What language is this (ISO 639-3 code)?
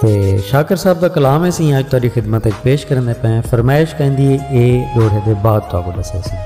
skr